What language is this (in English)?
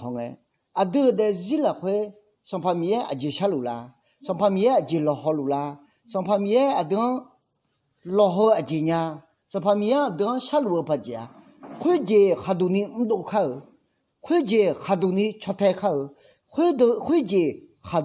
Akha